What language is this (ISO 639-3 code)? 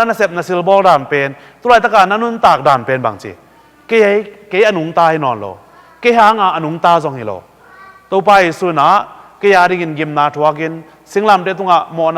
ctd